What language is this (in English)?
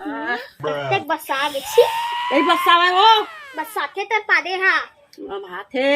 Chhattisgarhi